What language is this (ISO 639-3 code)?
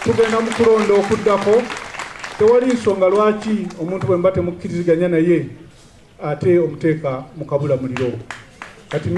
xog